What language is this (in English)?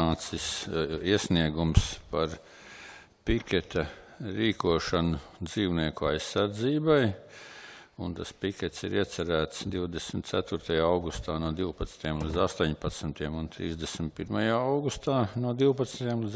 Latvian